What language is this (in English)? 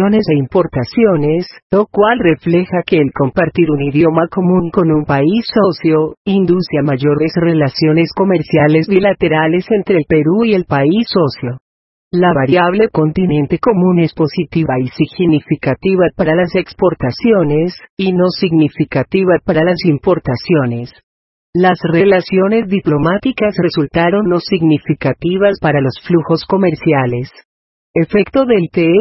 Spanish